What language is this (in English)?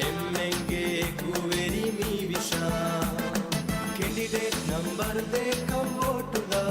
Divehi